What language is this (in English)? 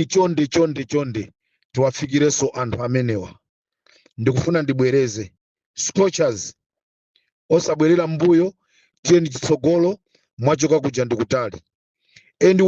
Nyanja